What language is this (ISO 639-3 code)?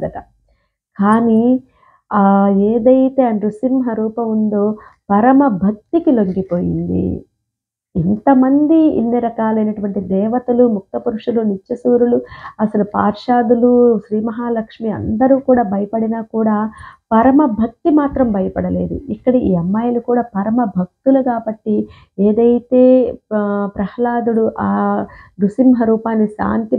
tel